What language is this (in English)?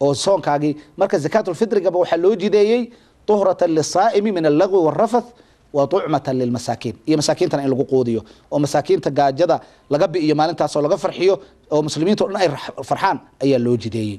Somali